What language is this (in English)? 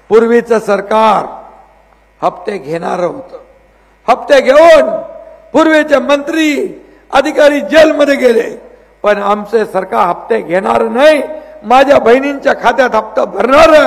Marathi